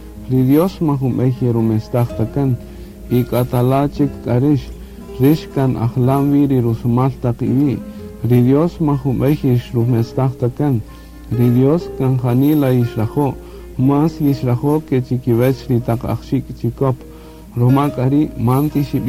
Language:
Kaqchikel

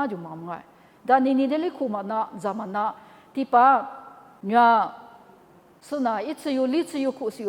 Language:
Lisu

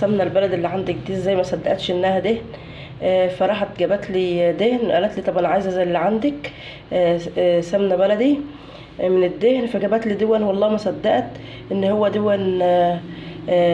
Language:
Egyptian Arabic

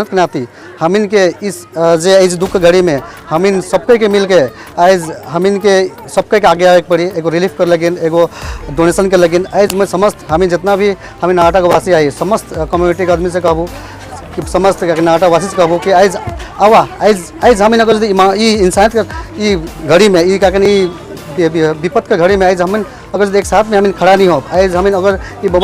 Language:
Sadri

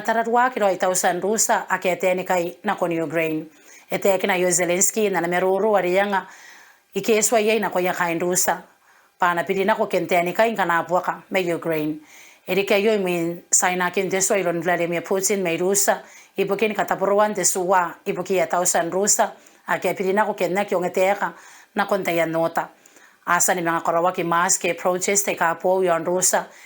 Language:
Gilbertese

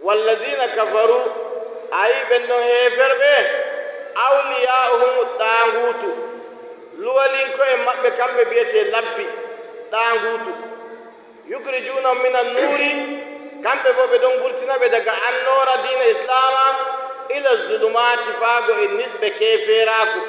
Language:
Nigerian Fulfulde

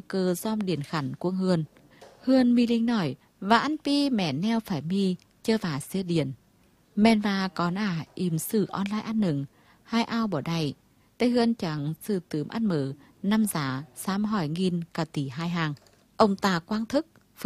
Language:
Vietnamese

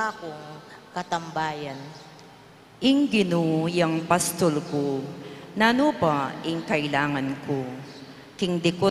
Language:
Pampanga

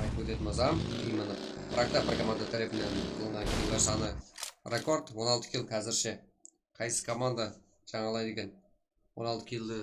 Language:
Kara-Kalpak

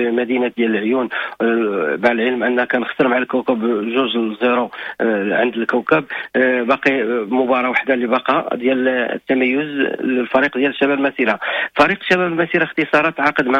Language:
Moroccan Arabic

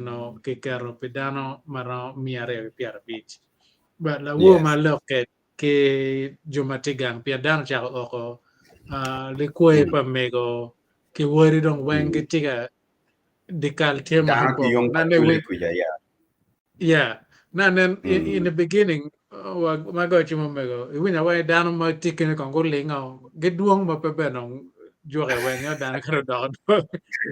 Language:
Acoli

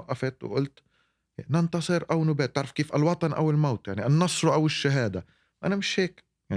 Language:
North Levantine Arabic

